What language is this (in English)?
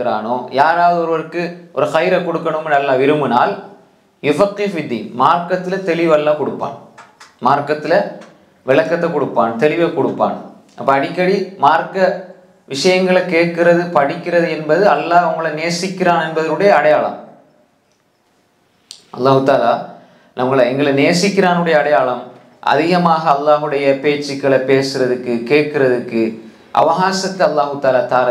Tamil